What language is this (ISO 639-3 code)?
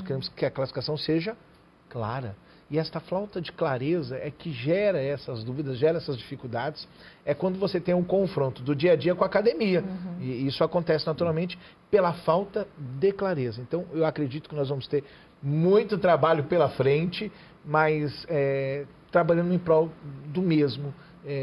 por